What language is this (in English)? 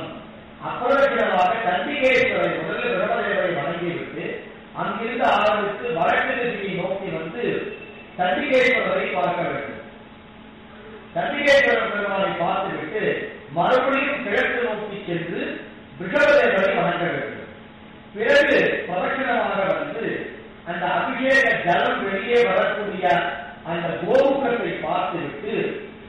Tamil